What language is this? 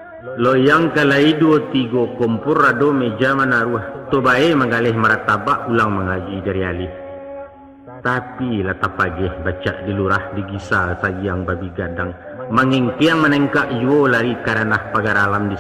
Minangkabau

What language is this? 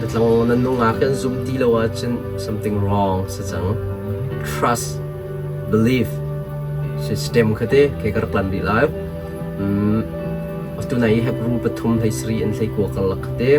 Hakha Chin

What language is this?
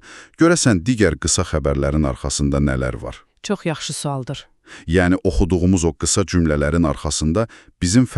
Azerbaijani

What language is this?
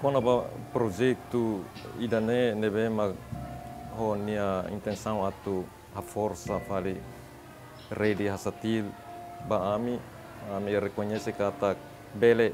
Tetum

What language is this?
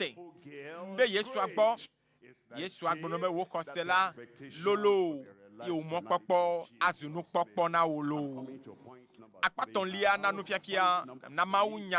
Ewe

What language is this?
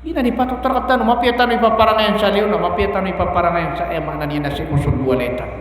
Maranao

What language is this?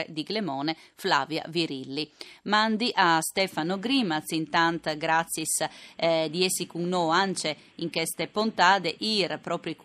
Friulian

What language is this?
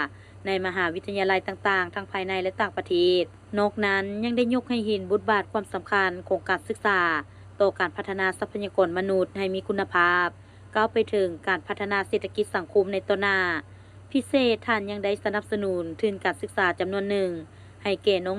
Lao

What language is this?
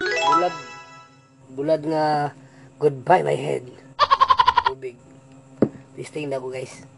Cebuano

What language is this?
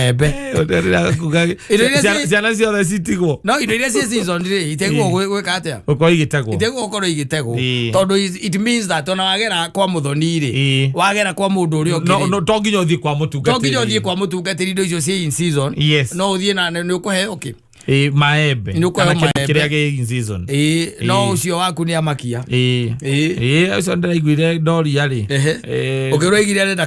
Kikuyu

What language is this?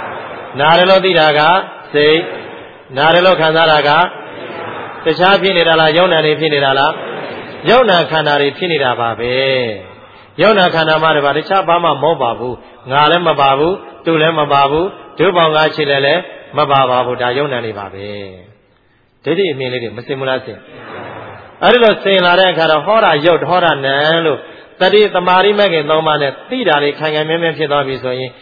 Burmese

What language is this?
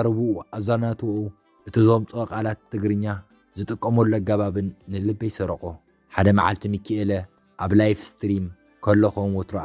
Tigrinya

